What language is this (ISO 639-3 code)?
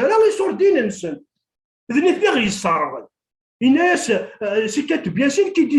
kab